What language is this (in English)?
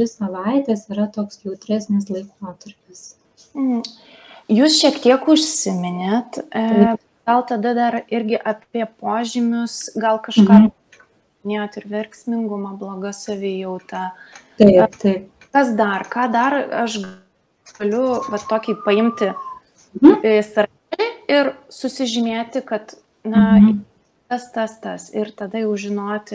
Lithuanian